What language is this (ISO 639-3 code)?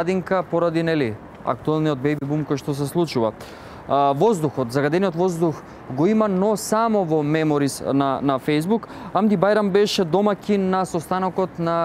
mkd